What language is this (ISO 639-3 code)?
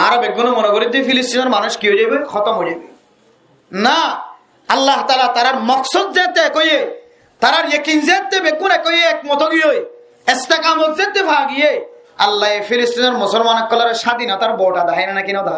rhg